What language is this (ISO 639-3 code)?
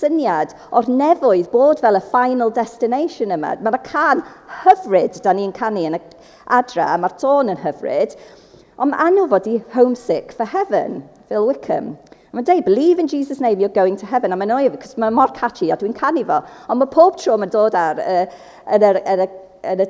cym